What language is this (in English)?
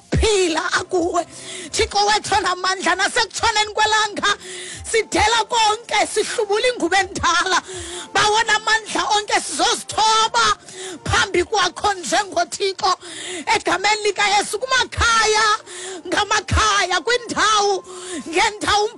Xhosa